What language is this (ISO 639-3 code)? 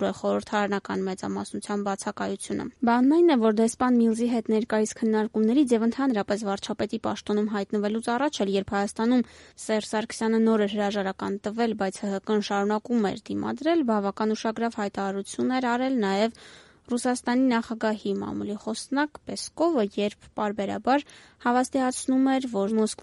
hye